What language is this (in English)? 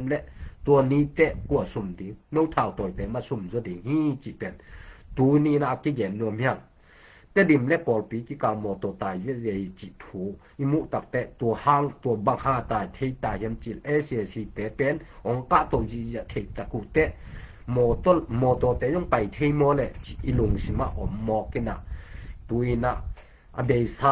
Tedim Chin